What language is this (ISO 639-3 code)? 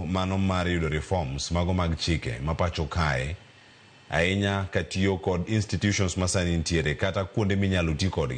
luo